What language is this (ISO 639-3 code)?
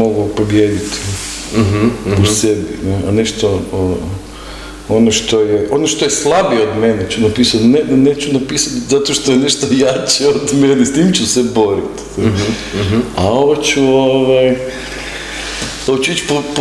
hrv